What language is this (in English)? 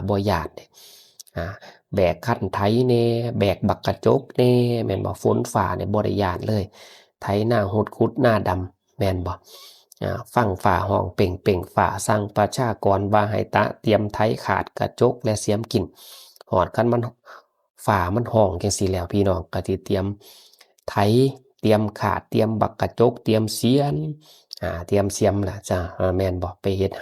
Northeastern Thai